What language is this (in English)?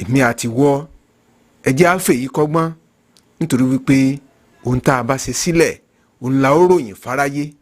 Yoruba